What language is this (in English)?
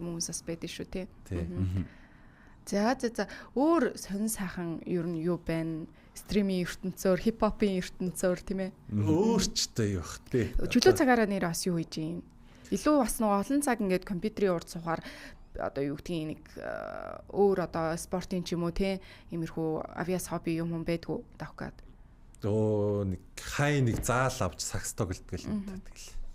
Mongolian